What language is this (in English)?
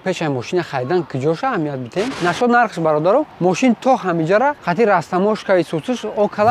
Tajik